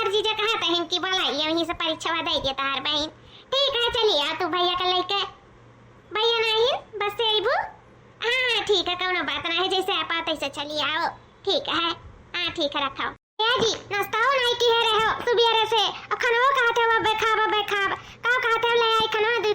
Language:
Awadhi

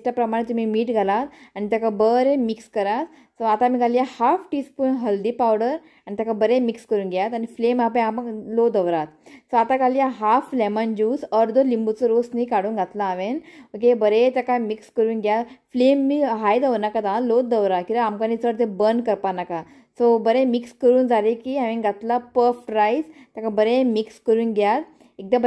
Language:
Konkani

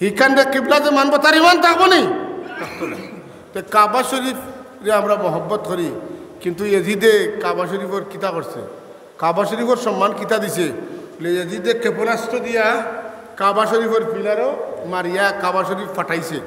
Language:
Sylheti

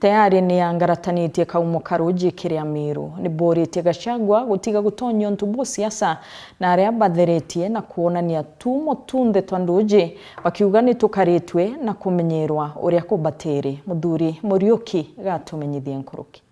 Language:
Meru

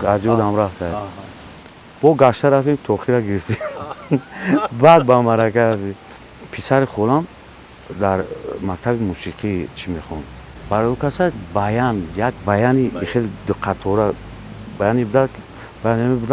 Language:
Tajik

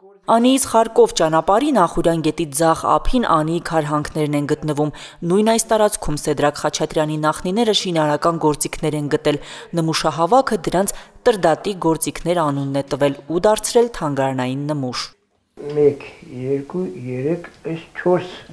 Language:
Armenian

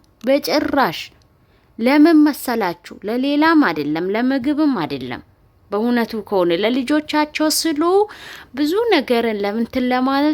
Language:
Amharic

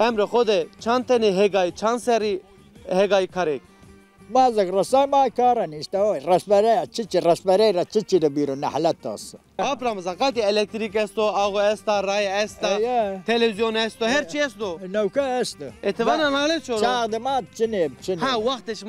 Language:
Zaza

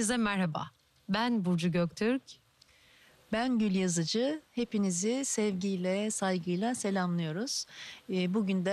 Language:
Turkish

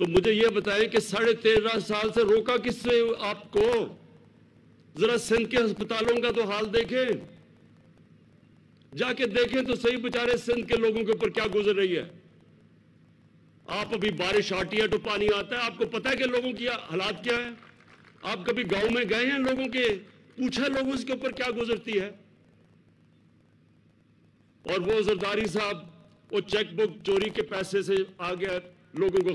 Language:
Urdu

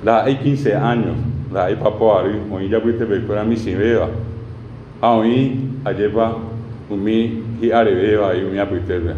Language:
Guarani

